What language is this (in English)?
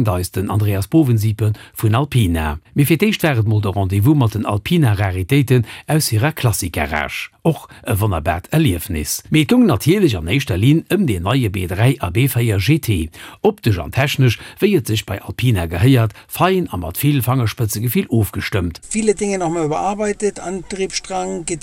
Luxembourgish